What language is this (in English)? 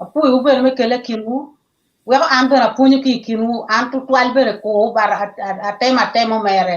Acoli